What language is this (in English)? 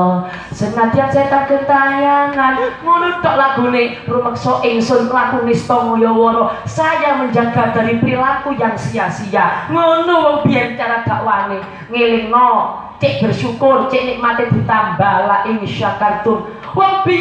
Javanese